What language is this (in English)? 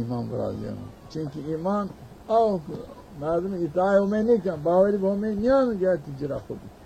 Zaza